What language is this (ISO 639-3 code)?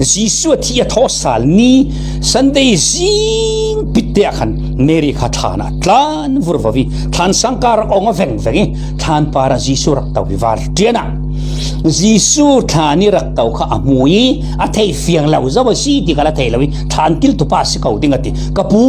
cfm